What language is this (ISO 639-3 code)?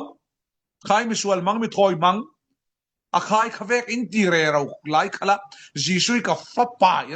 cfm